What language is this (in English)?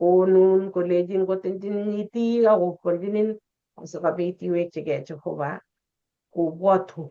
Kalenjin